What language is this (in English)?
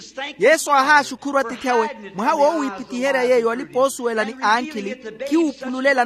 Makhuwa